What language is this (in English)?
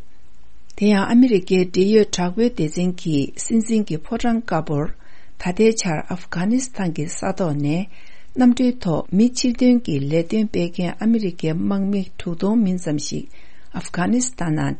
Tibetan